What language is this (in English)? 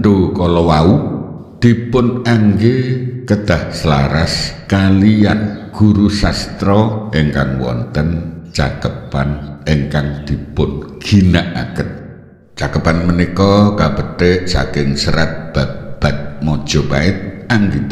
Javanese